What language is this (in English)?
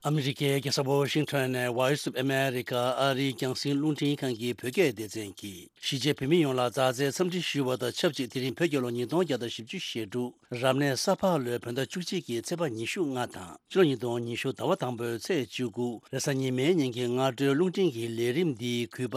Tibetan